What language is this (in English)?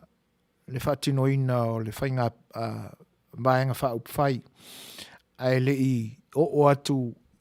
Samoan